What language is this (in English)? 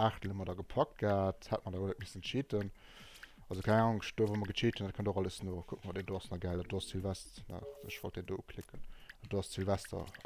Luxembourgish